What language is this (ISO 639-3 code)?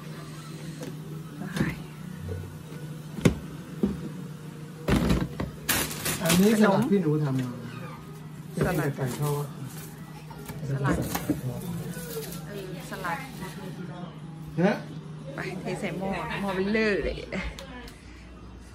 tha